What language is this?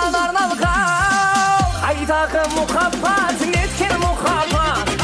Kara-Kalpak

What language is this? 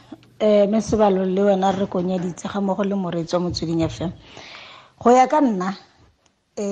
Tswana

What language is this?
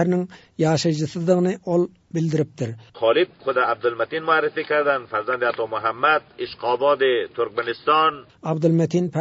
Turkmen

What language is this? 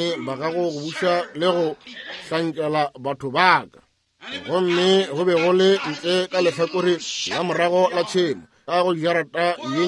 Northern Sotho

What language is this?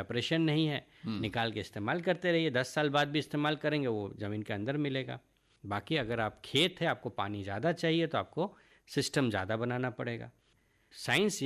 Hindi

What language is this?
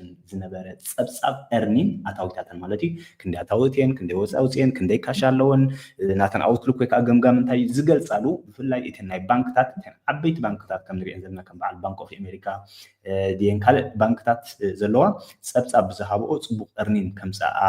Tigrinya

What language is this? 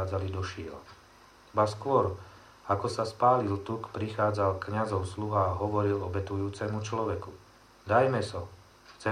Slovak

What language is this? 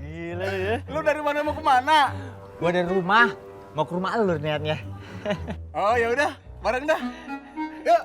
Betawi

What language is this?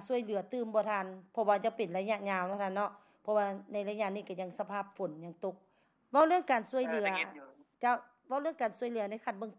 Lao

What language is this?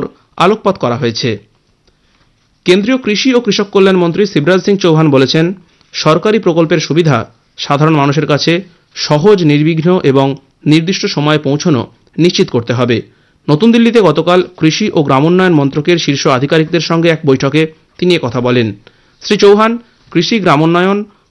Bangla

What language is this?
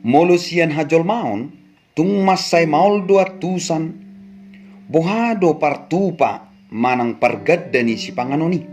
Batak Toba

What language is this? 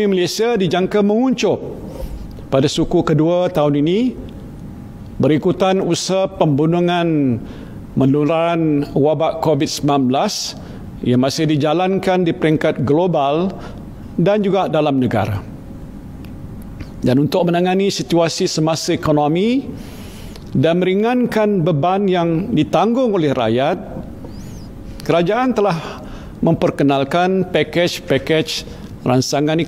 Malay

